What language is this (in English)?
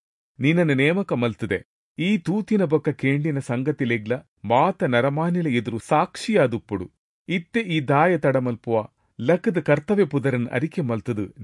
Tulu